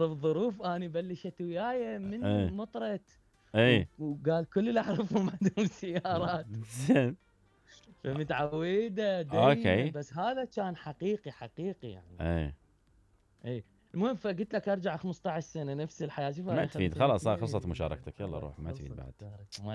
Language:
Mesopotamian Arabic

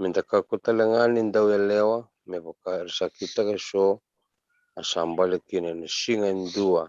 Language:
Fijian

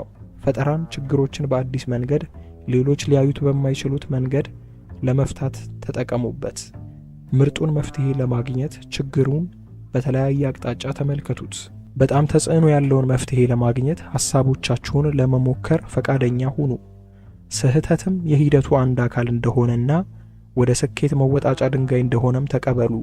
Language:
Amharic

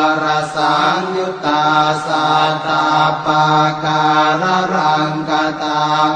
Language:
Pali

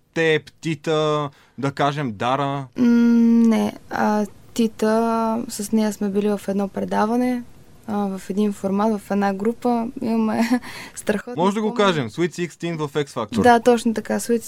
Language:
Bulgarian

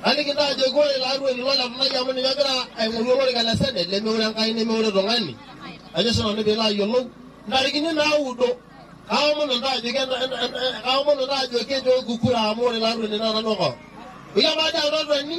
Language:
Masai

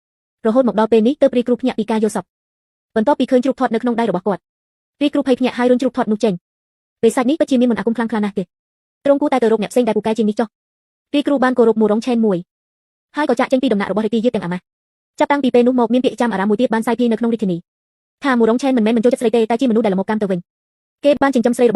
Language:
Khmer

